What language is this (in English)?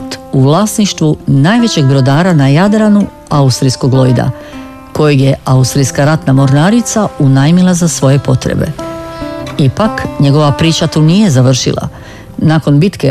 Croatian